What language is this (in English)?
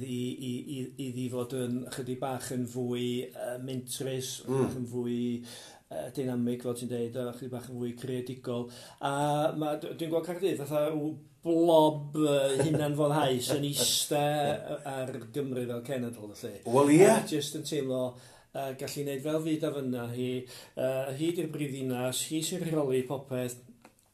Welsh